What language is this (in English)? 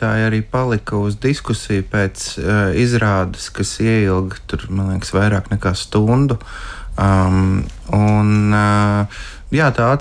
Latvian